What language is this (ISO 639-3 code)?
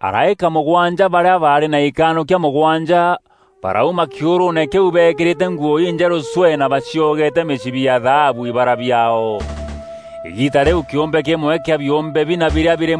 mer